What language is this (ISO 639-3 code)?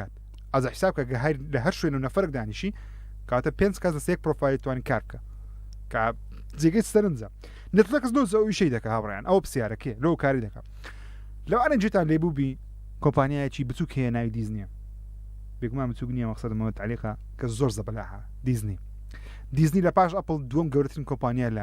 ckb